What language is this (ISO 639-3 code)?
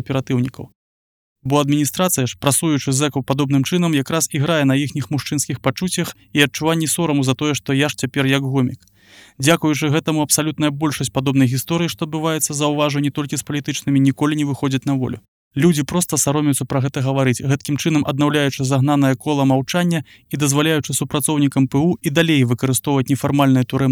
bel